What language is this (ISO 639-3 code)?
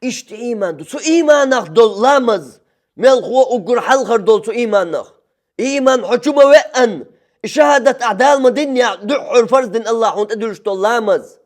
che